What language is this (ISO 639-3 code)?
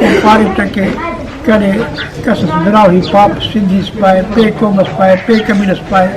brh